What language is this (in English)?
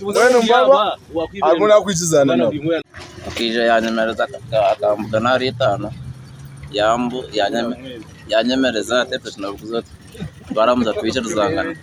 Nyankole